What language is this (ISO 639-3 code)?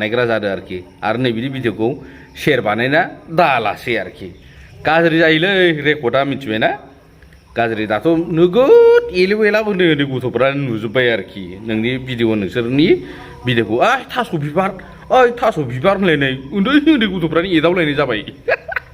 brx